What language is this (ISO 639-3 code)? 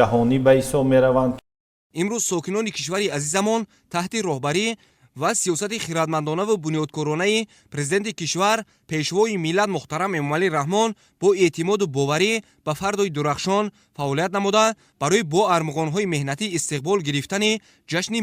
tgk